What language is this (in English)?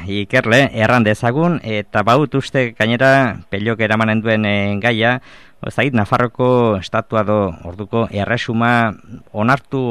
Basque